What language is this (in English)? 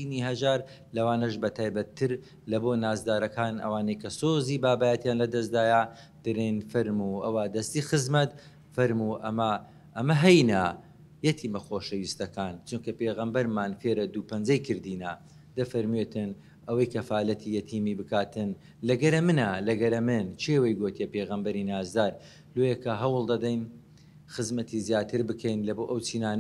Central Kurdish